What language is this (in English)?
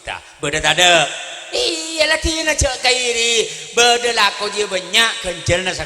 Madurese